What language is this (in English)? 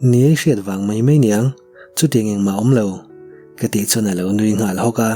Mizo